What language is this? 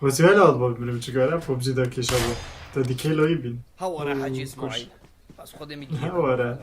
Kurdish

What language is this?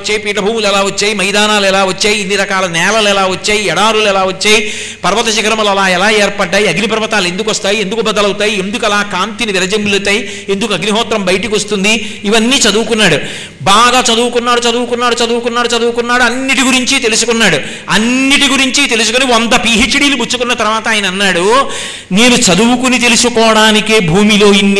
Telugu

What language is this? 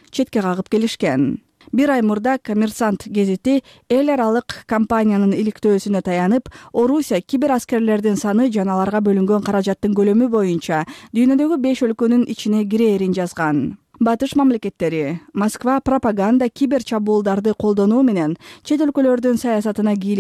Kyrgyz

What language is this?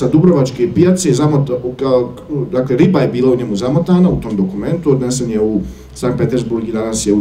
Bosnian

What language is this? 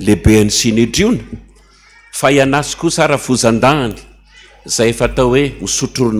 Malagasy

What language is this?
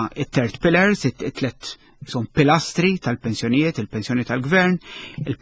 Maltese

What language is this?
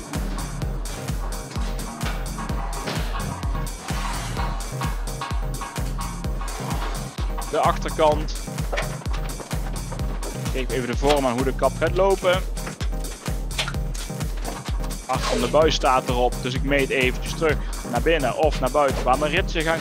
Dutch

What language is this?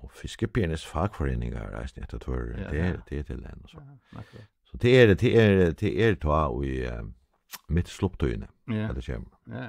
Faroese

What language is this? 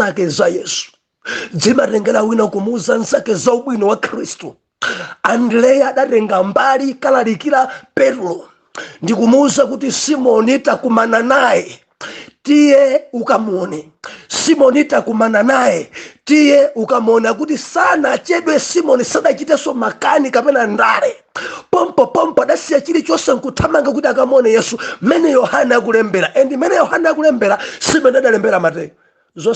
Nyanja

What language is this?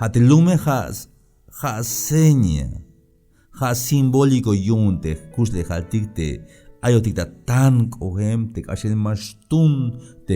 Tzeltal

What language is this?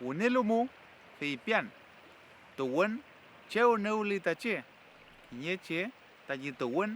Mapuche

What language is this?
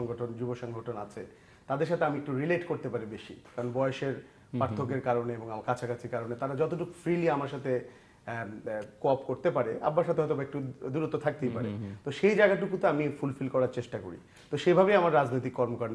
Bangla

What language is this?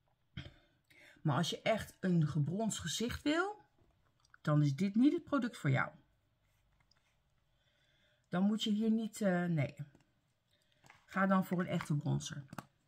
Dutch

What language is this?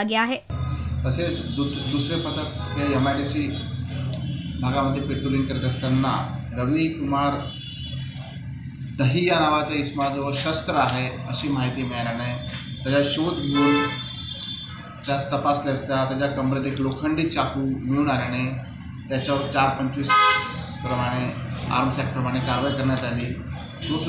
Marathi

